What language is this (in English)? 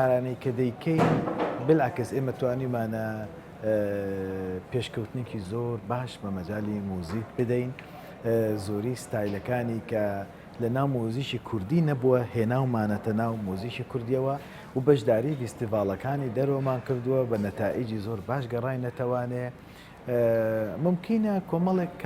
Central Kurdish